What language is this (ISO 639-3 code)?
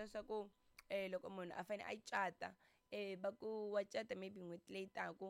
tso